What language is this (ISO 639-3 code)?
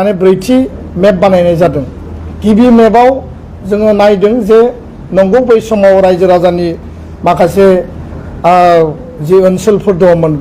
brx